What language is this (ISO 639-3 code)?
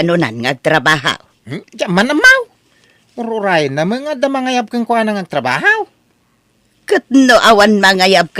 ilo